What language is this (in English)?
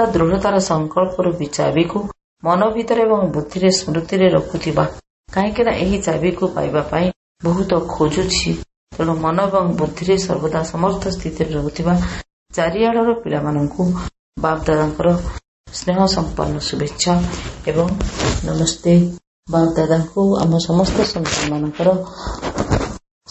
Odia